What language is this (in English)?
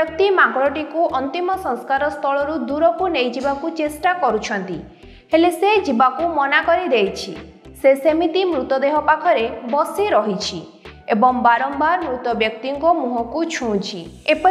Odia